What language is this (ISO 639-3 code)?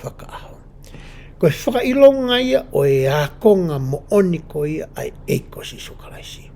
ton